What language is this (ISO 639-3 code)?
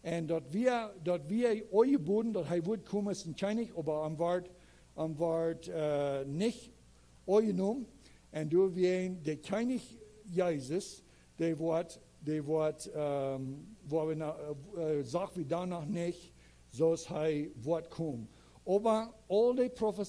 pdt